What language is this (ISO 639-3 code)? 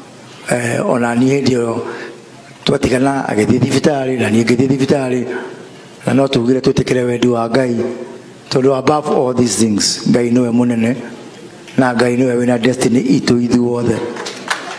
swa